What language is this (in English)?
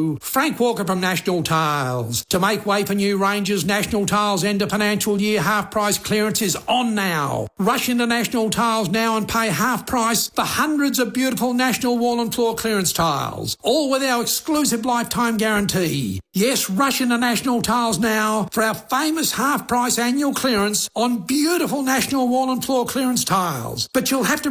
English